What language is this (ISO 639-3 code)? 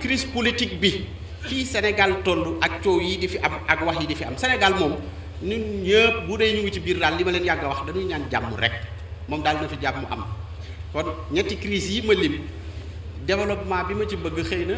wol